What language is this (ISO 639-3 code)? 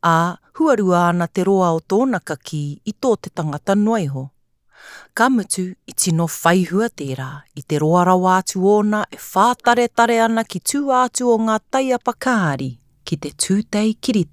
mri